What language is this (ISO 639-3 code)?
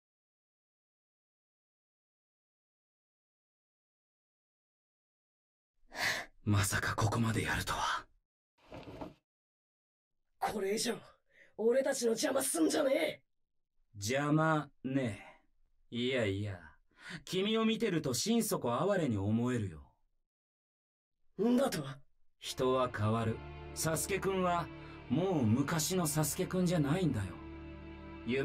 jpn